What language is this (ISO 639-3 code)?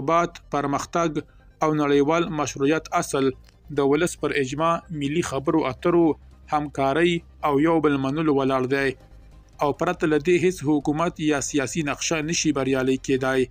pus